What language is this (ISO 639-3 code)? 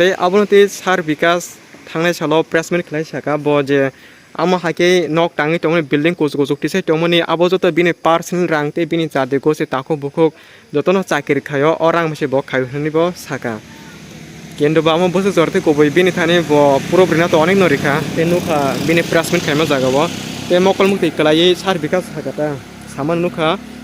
trp